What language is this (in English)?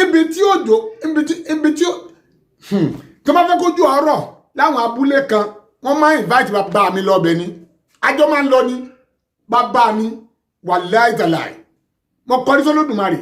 Yoruba